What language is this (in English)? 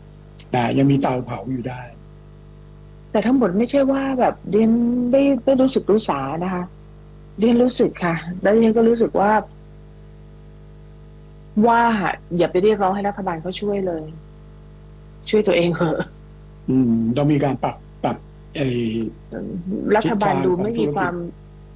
Thai